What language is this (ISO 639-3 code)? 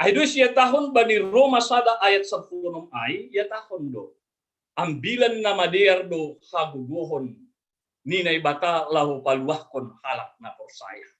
bts